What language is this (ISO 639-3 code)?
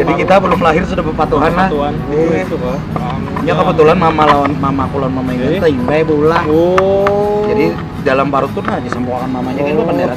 bjn